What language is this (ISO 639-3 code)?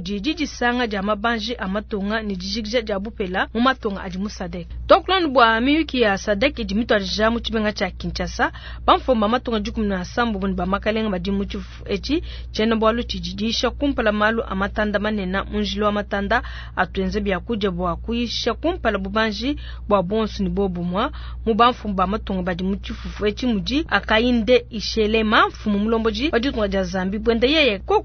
lua